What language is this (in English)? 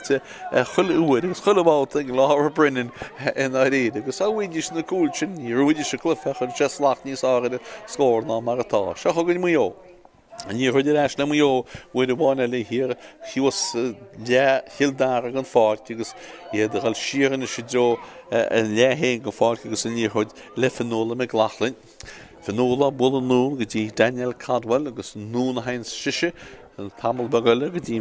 Irish